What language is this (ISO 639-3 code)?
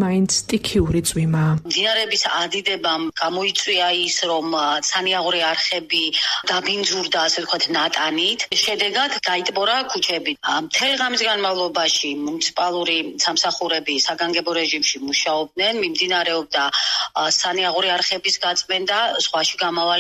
kat